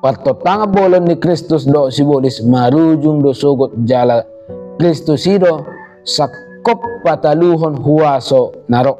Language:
Batak Toba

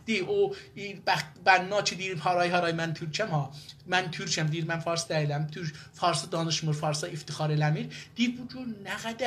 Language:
South Azerbaijani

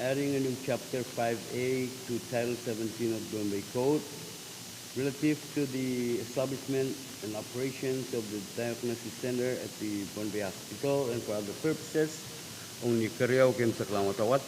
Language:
Pohnpeian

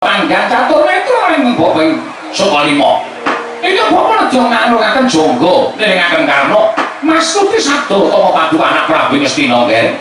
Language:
Javanese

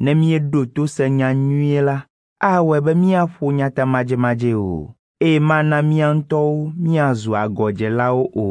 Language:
Ewe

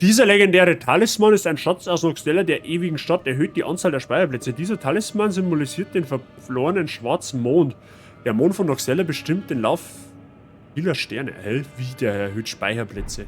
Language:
Bavarian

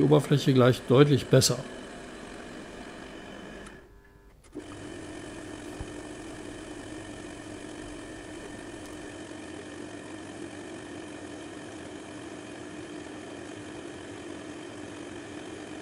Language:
German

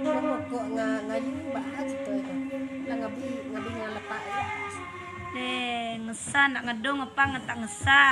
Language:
Minangkabau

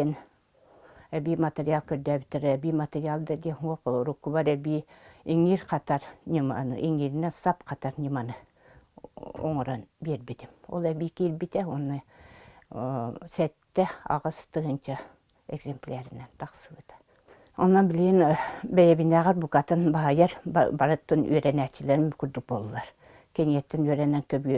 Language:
Yakut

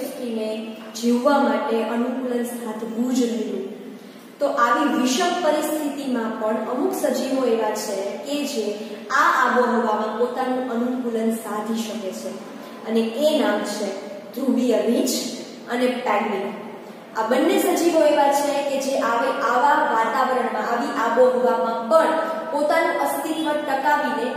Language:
Gujarati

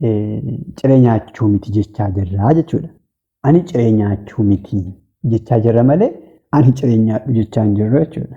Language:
Oromo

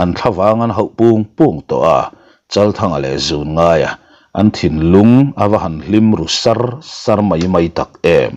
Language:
Mizo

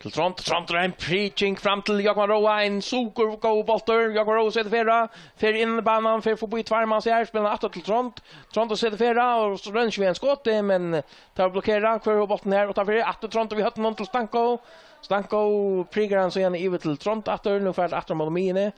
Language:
Faroese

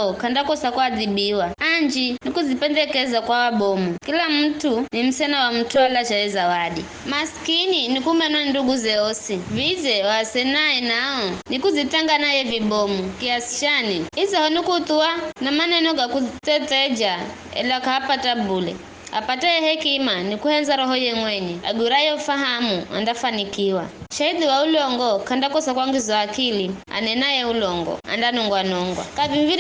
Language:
Giryama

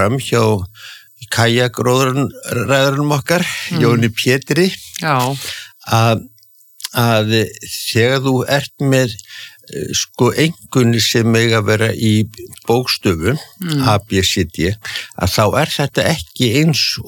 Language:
Icelandic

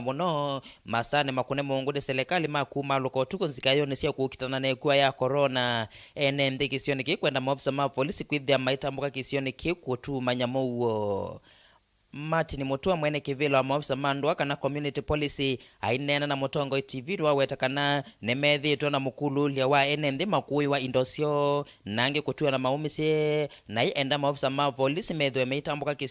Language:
Kamba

